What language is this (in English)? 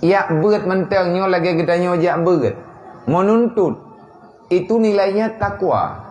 Achinese